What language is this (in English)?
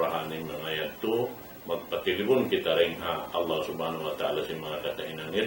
Tausug